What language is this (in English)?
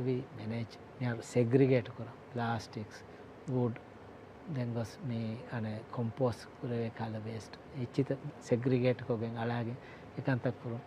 Divehi